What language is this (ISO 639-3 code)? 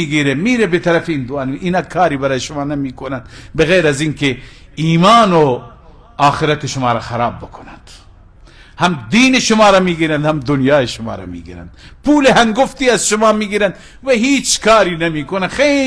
fas